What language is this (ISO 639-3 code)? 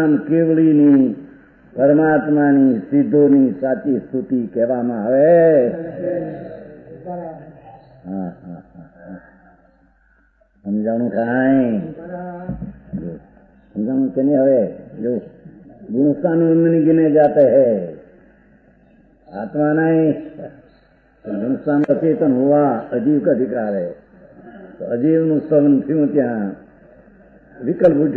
guj